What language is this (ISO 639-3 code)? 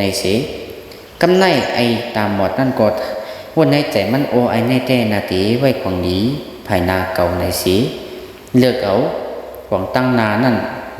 shn